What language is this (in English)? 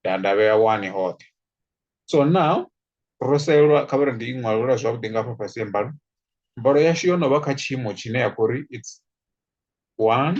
Venda